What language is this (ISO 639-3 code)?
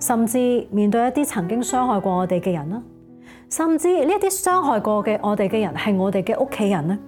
yue